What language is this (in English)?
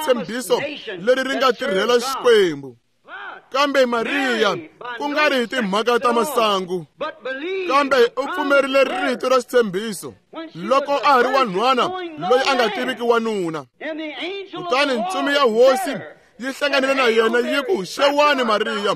Tsonga